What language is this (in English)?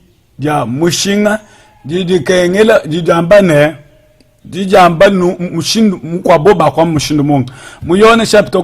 Luba-Lulua